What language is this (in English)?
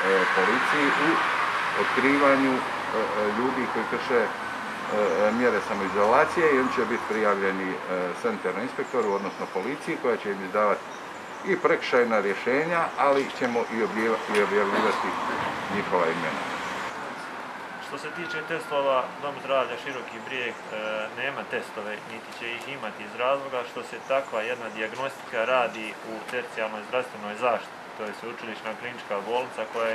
Croatian